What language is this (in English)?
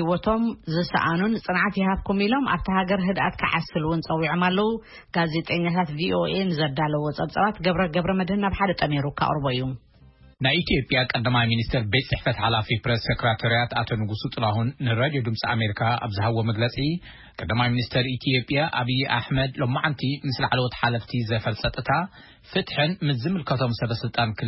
Tigrinya